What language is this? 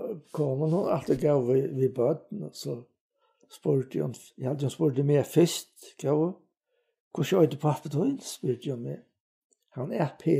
Faroese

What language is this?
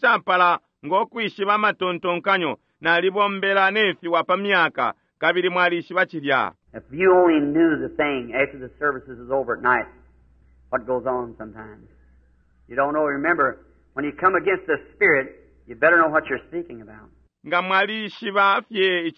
Bemba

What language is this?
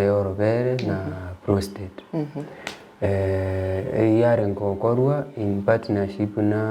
Gusii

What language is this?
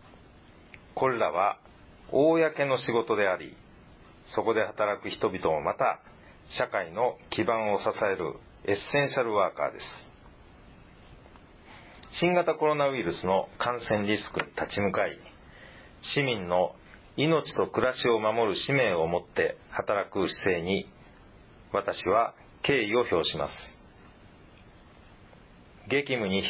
Japanese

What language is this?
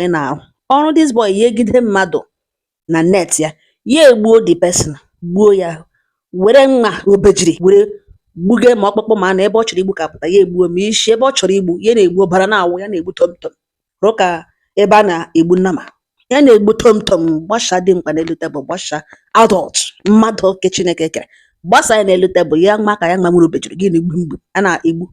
Igbo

